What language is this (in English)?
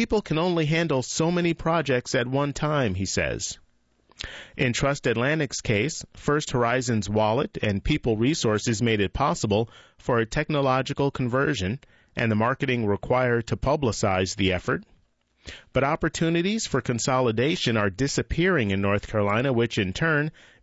English